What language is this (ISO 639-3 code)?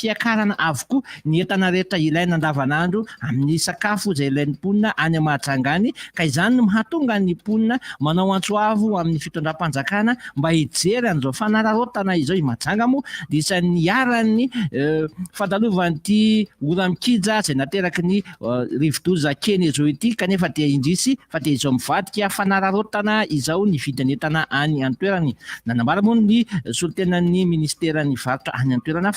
mlg